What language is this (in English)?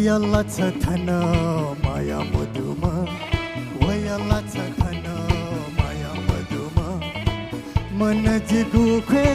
Newari